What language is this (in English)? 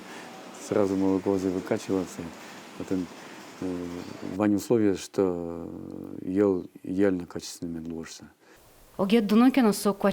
Udmurt